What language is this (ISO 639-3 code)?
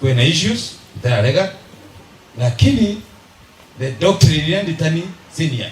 mer